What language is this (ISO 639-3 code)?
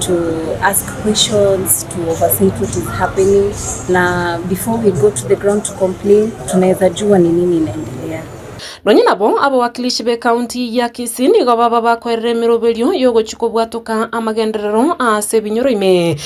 guz